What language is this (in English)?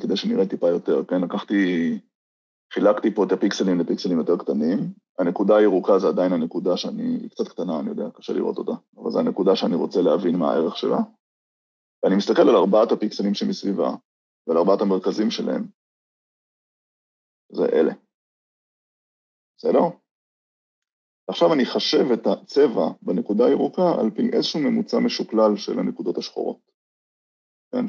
Hebrew